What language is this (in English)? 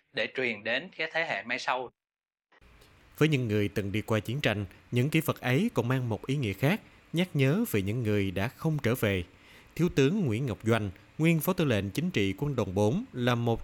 Vietnamese